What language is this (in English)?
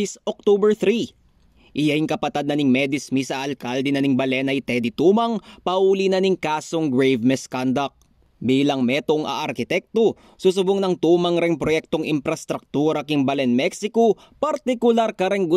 Pampanga